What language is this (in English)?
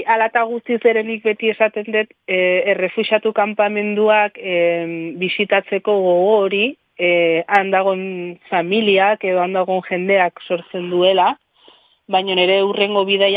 Basque